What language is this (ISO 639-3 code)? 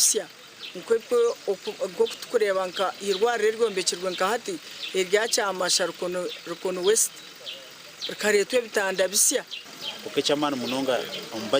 nyn